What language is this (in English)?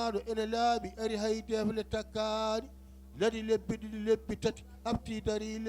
Fula